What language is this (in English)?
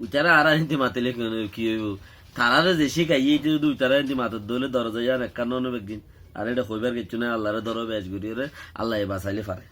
Rohingya